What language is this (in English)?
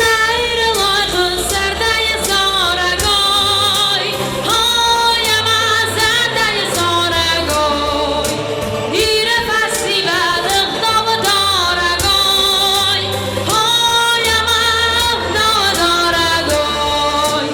Ossetic